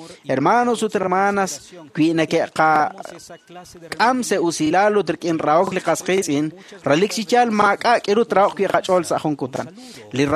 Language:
Kekchí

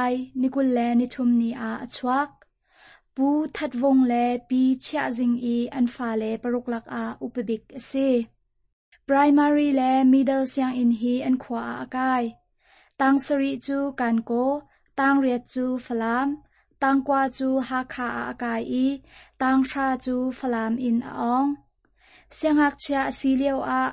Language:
Hakha Chin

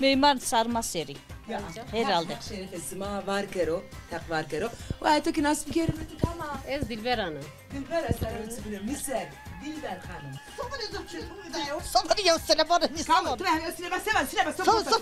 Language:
Zaza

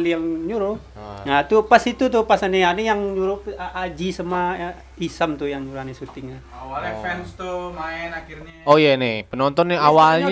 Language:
Betawi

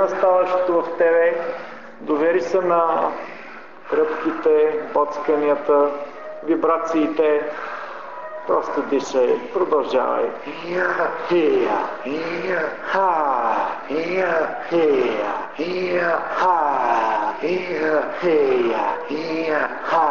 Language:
Bulgarian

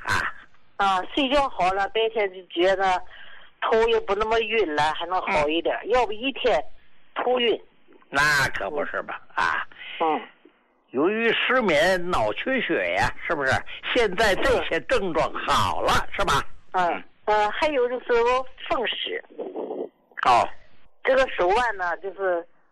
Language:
Chinese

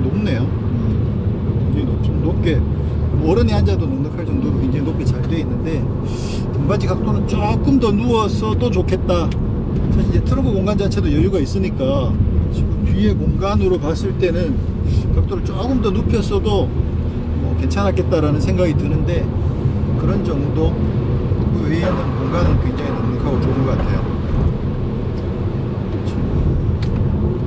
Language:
Korean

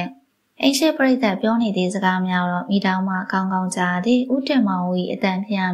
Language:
Burmese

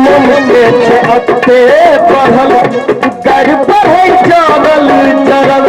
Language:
Maithili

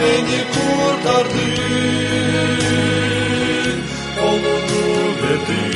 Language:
Gagauz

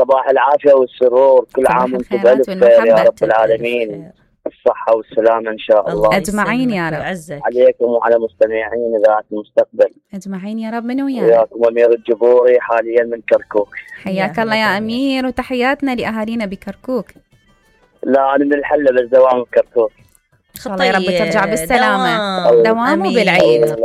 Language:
Mesopotamian Arabic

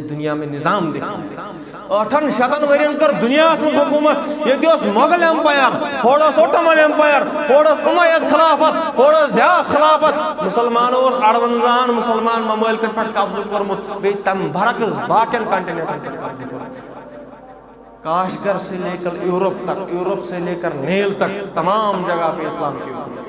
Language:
Kashmiri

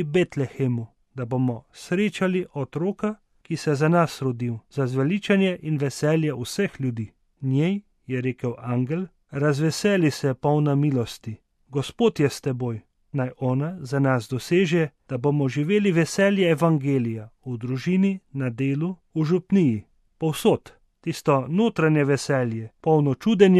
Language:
Slovenian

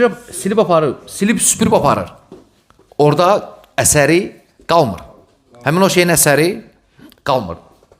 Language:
Azerbaijani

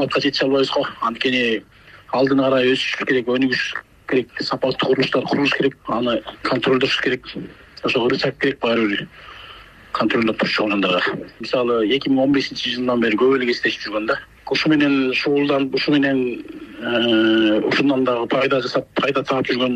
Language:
Kyrgyz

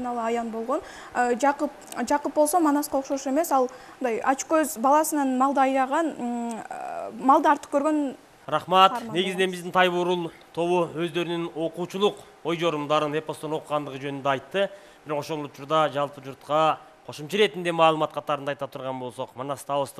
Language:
Kyrgyz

